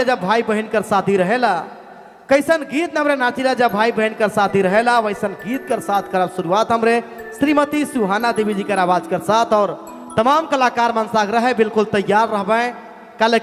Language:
Sadri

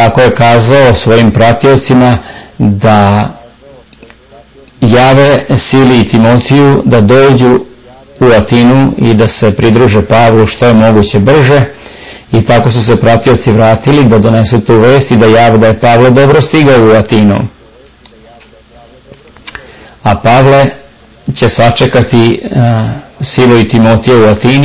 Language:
Serbian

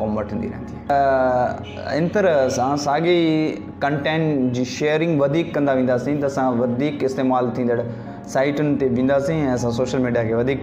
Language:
Sindhi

